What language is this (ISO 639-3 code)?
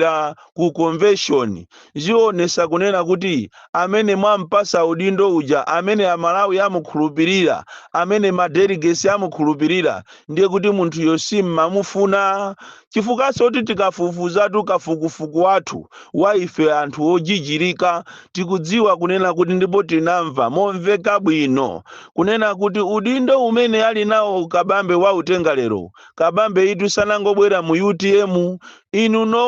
nya